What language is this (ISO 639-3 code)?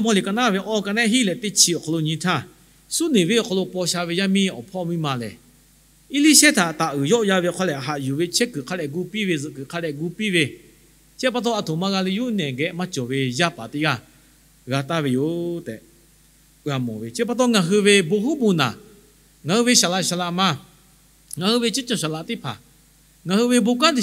lhu